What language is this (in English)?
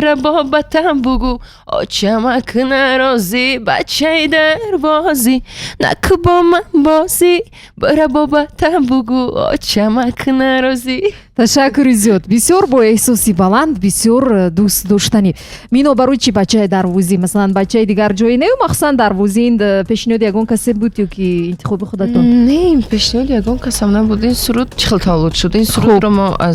Tajik